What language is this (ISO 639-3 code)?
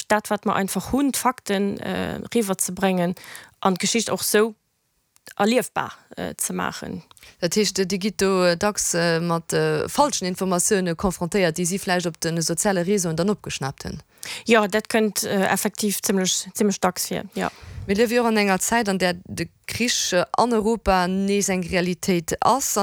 ltz